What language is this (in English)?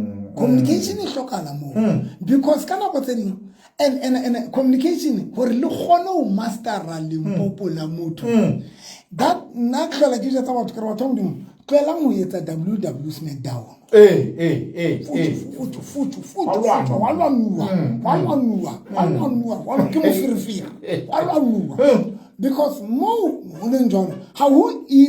Southern Sotho